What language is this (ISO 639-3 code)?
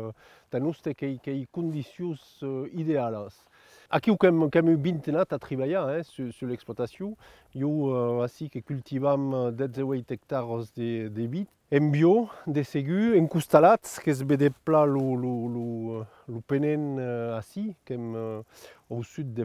oci